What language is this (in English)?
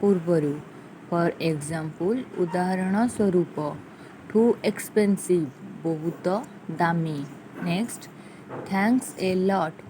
Odia